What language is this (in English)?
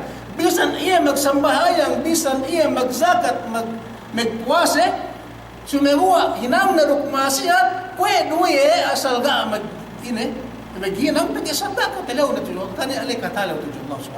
Yakan